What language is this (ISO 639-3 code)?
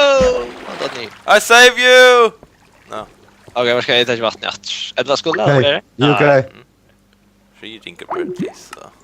fao